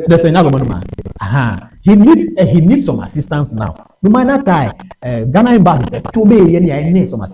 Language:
Ewe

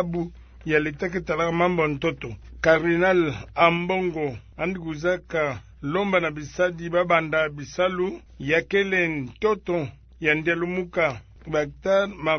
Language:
Kituba (Democratic Republic of Congo)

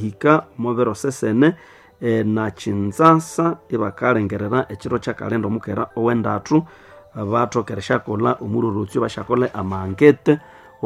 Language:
Nande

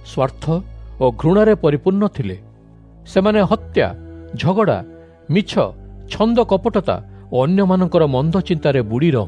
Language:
Odia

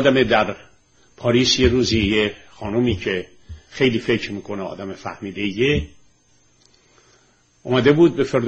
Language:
Persian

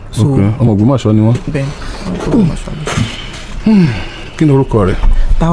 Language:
Yoruba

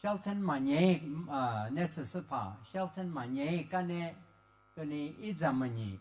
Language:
Lisu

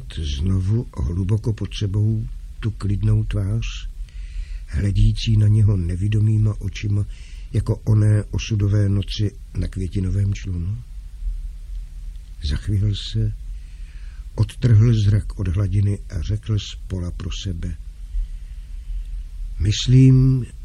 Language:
Czech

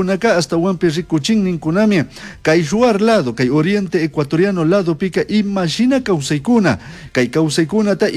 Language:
Chimborazo Highland Quichua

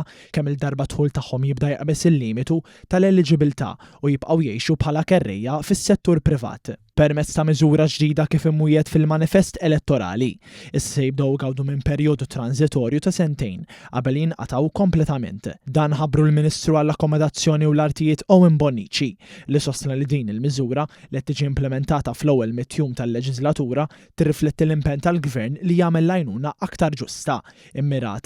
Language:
Maltese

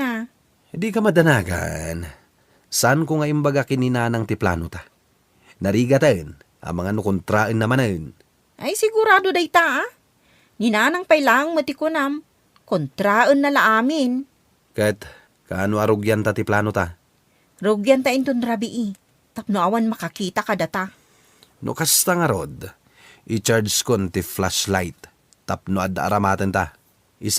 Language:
Iloko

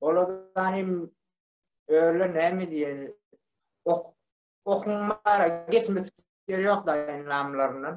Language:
Turkmen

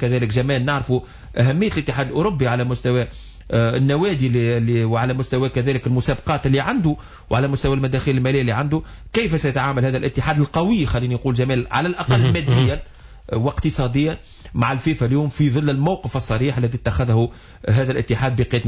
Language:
Tunisian Arabic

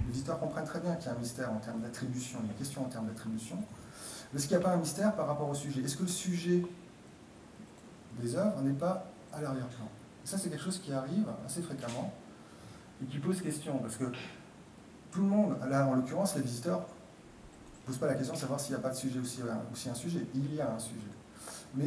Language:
French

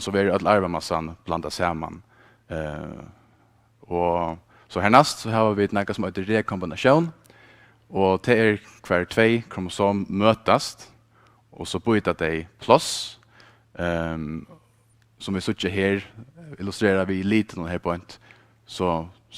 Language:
Faroese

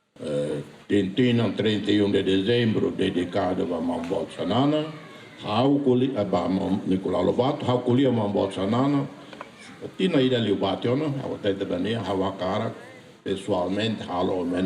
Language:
Tetum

